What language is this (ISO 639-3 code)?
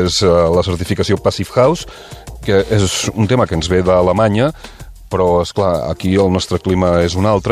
cat